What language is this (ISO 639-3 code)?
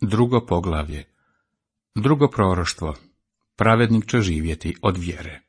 hrv